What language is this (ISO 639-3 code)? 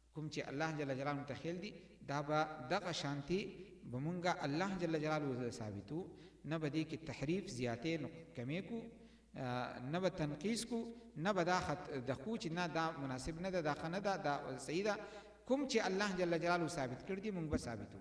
pus